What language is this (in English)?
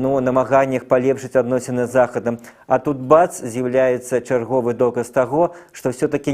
Belarusian